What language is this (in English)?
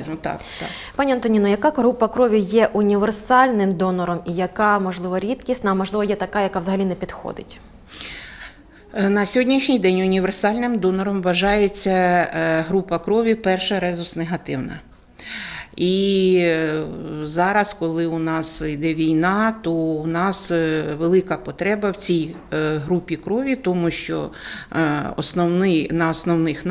Ukrainian